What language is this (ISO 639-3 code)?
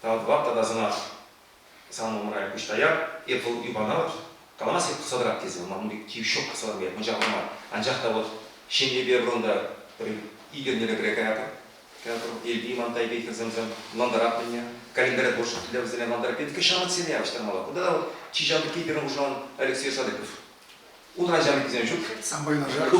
chv